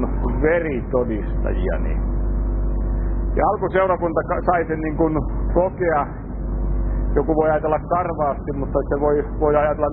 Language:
Finnish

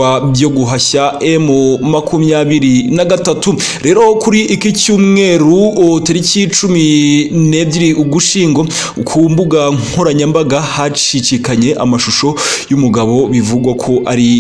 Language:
Kinyarwanda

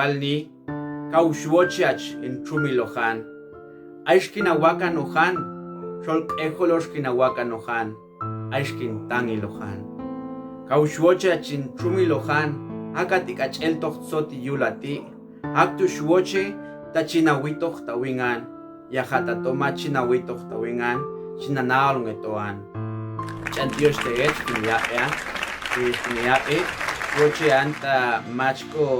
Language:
Popti'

